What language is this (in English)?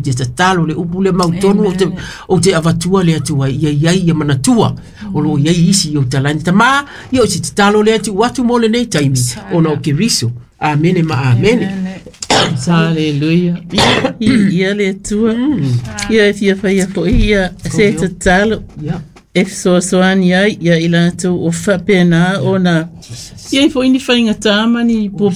Samoan